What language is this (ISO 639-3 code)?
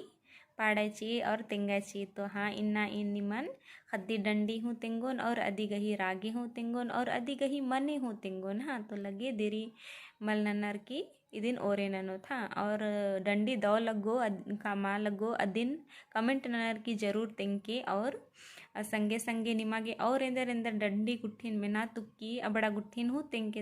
kru